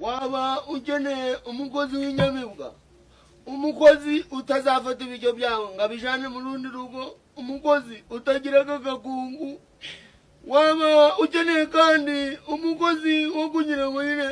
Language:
Kinyarwanda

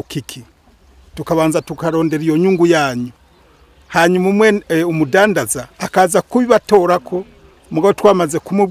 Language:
Rundi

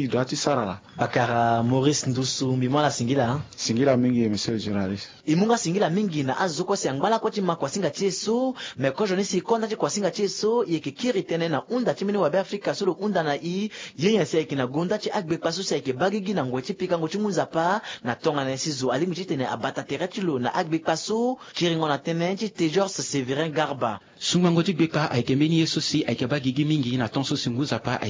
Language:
Sango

